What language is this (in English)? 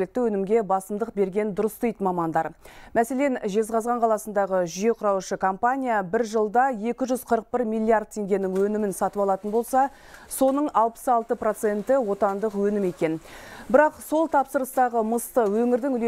Kazakh